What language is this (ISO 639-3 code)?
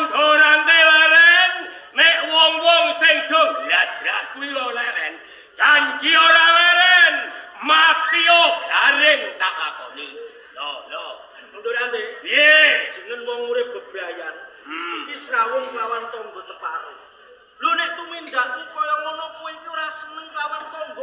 jav